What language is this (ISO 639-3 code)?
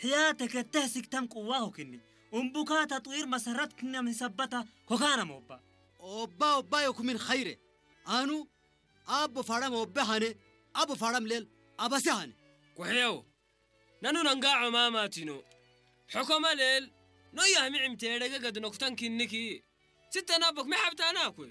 tig